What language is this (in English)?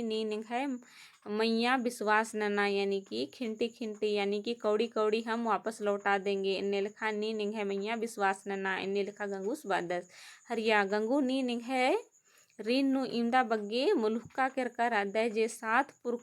Kurukh